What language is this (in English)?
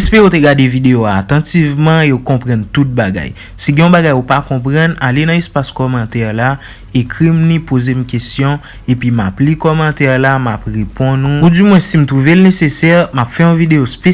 Haitian Creole